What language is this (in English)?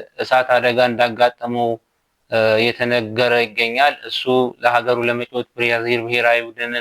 Amharic